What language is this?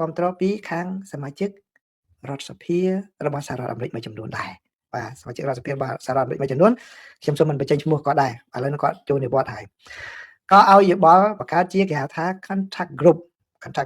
Khmer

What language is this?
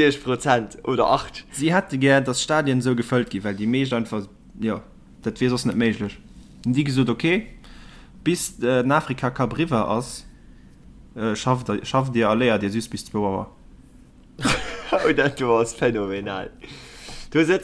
Luxembourgish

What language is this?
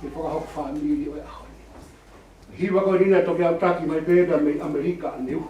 Tongan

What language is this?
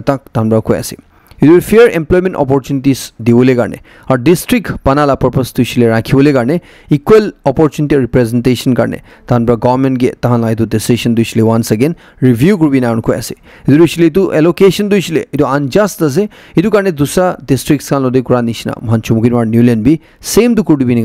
Naga Pidgin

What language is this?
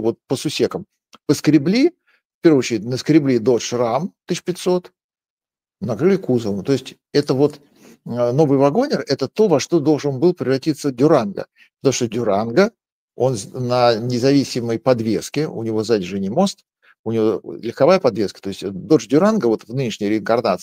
Russian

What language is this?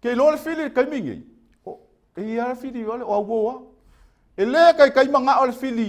Samoan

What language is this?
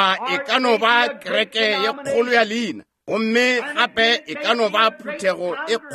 Northern Sotho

